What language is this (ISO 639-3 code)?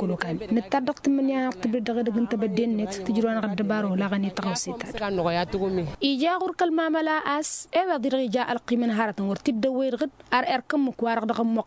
taq